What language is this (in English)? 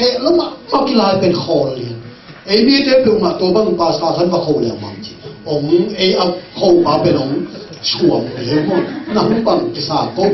Tedim Chin